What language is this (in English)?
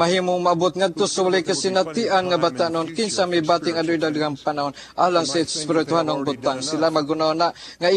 Cebuano